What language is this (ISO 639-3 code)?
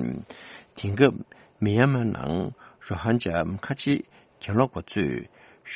bod